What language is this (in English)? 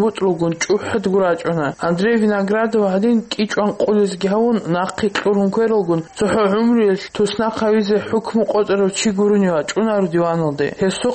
Avaric